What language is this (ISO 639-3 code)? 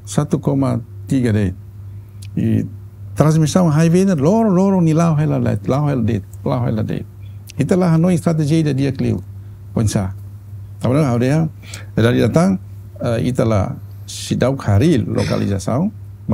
tet